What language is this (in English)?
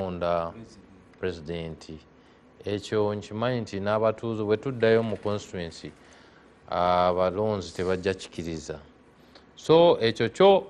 Ganda